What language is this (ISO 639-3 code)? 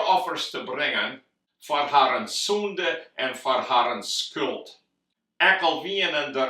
fry